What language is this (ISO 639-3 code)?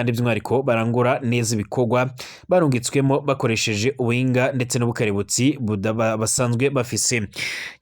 run